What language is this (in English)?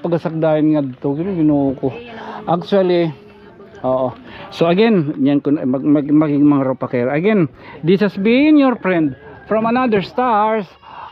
Waray